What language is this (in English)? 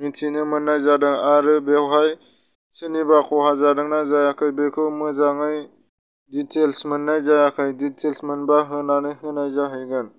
Bodo